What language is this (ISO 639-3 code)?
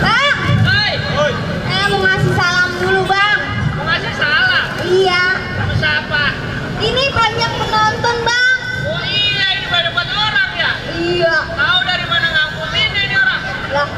bew